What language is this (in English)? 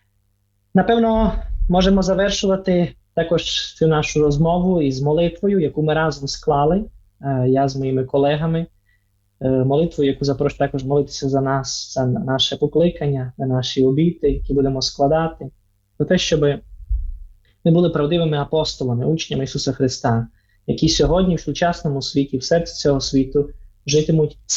Ukrainian